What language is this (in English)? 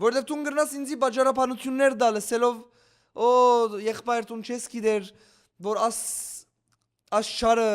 Western Armenian